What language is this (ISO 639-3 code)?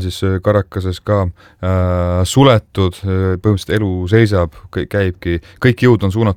est